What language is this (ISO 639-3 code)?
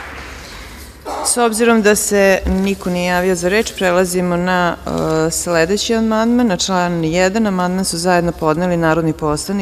srp